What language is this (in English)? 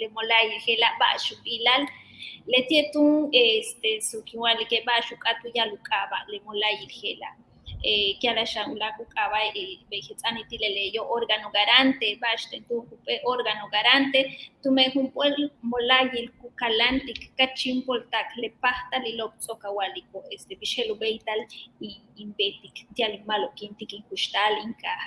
Yucateco